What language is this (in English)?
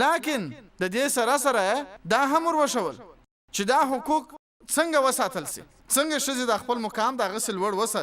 Pashto